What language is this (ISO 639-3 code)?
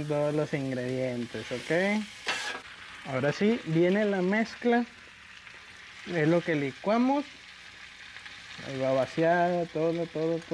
spa